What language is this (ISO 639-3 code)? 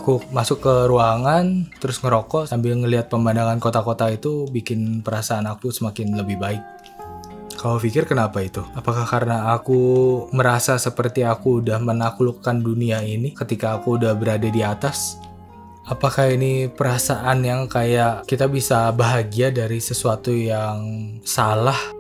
ind